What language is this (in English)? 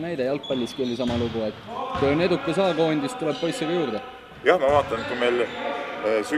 Estonian